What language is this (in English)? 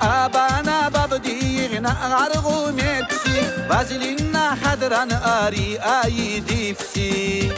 Tabassaran